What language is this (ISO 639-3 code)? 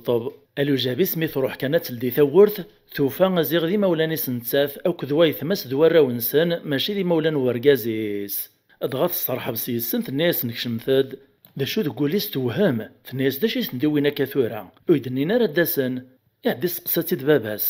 kab